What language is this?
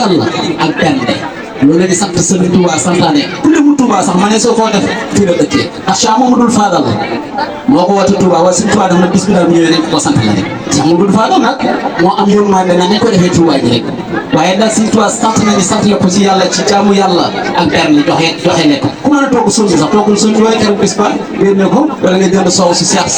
Wolof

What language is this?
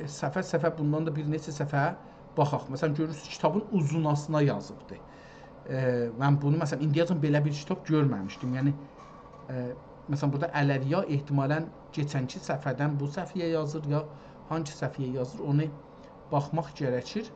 South Azerbaijani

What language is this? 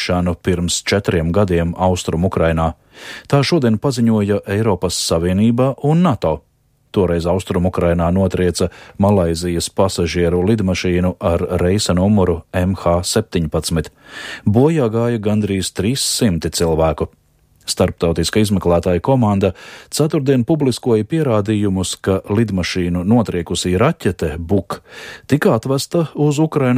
Latvian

